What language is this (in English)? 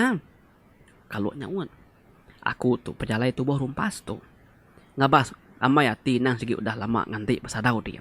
Iban